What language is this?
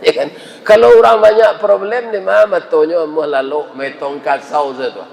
Minangkabau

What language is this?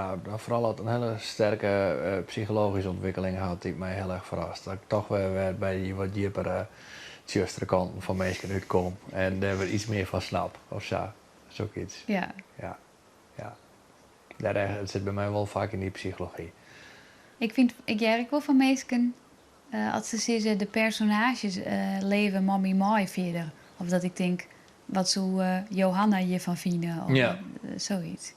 Western Frisian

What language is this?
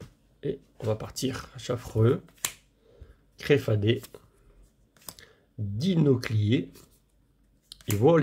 French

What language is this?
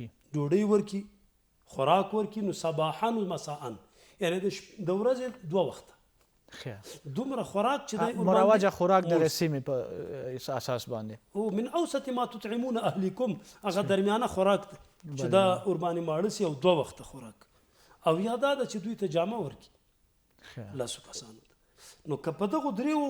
Pashto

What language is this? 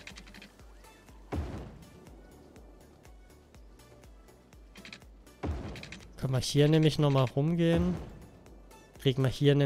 German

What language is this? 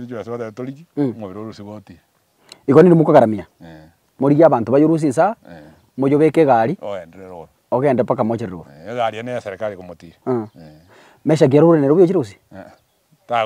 Gusii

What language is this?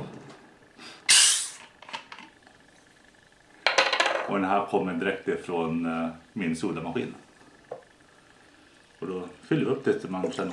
Swedish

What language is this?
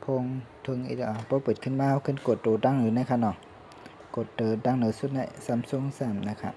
Shan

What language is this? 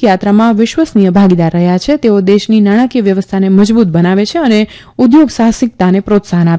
Gujarati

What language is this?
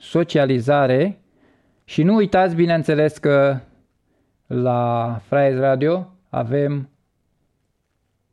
Romanian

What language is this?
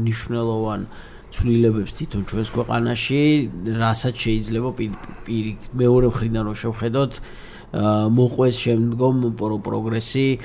Georgian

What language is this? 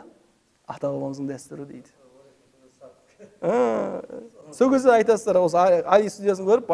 Kazakh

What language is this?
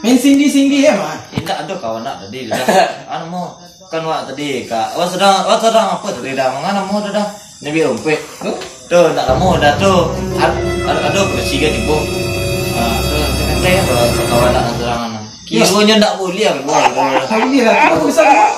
Minangkabau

